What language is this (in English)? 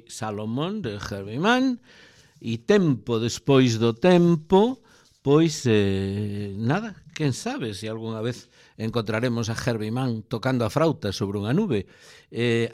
Galician